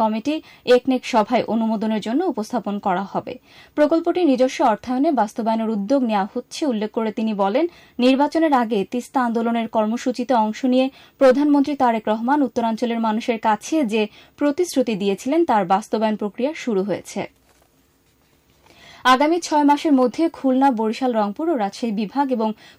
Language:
Bangla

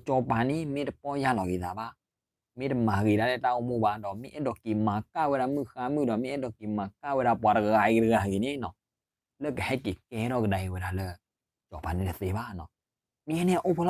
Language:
S'gaw Karen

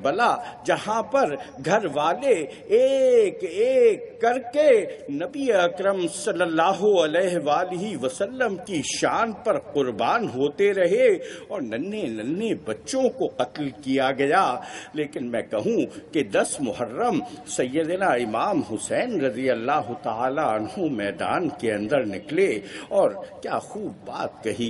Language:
Urdu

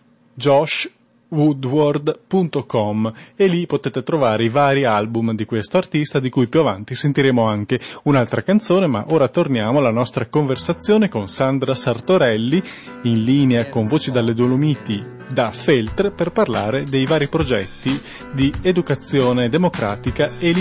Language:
Italian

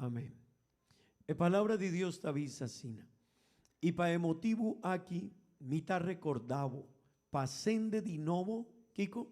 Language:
Papiamento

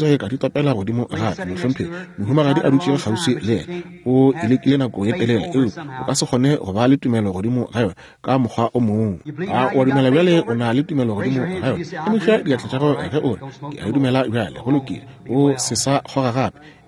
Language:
Northern Sotho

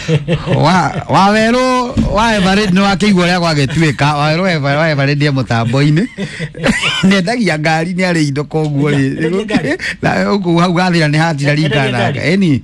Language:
Kikuyu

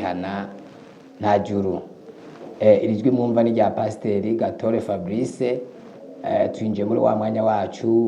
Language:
Rundi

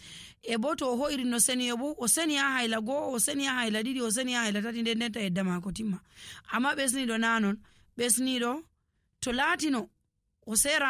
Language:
Nigerian Fulfulde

